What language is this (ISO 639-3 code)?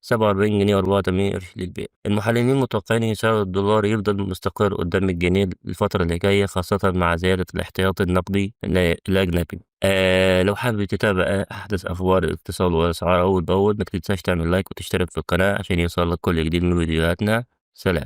arz